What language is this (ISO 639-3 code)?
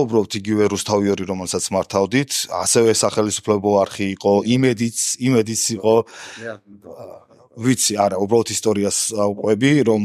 kat